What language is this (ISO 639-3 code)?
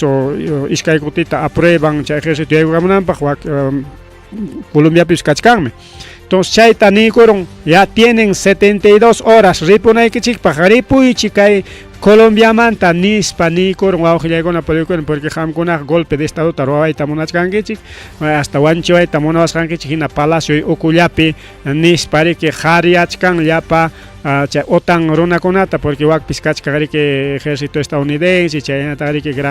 quy